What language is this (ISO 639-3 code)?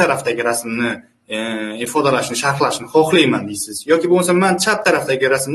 uzb